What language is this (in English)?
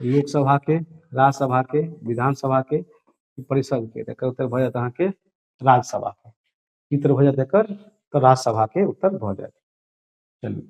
Maithili